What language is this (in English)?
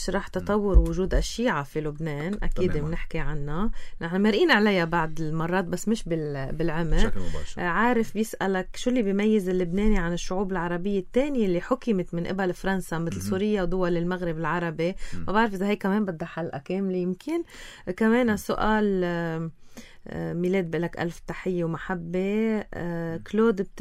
North Levantine Arabic